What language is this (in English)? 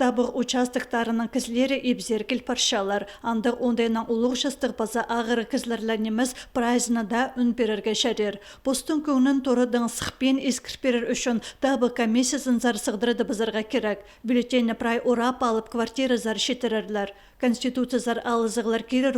Khakas